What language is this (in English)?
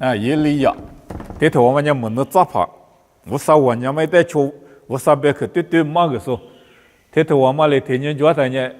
Lisu